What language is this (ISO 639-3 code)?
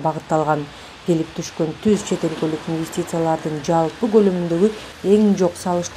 kir